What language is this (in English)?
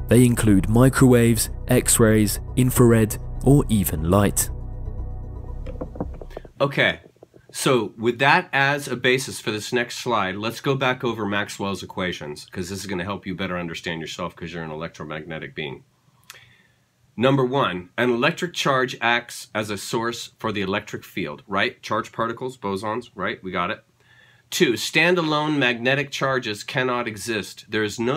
English